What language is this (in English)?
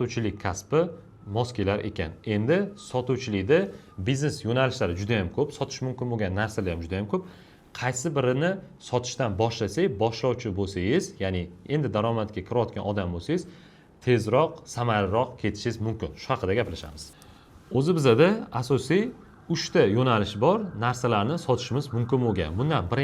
Uzbek